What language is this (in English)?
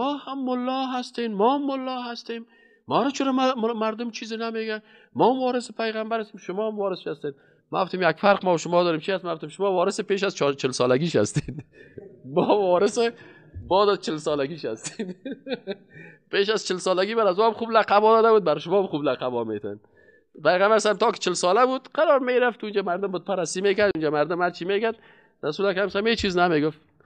Persian